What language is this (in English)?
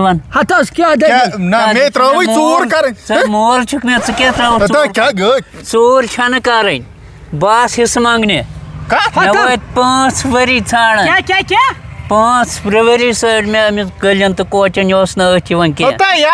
Kashmiri